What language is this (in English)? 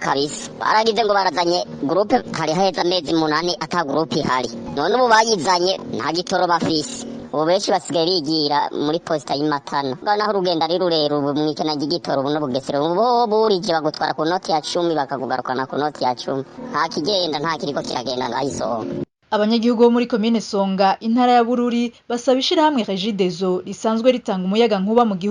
Rundi